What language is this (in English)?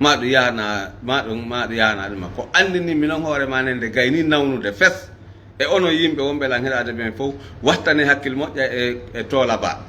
Fula